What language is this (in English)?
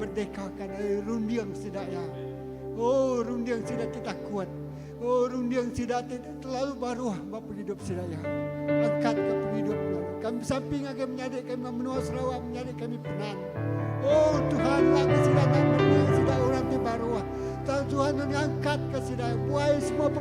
Iban